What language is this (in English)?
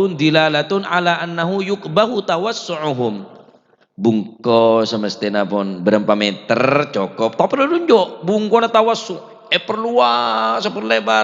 Madurese